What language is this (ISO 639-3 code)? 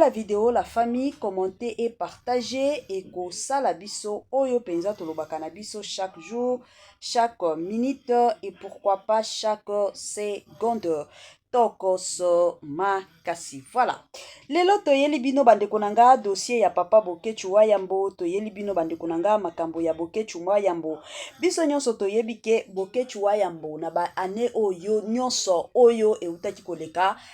lin